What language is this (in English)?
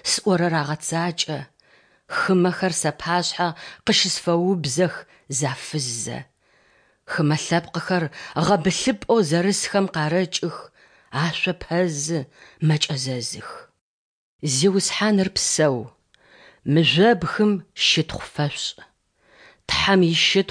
Adyghe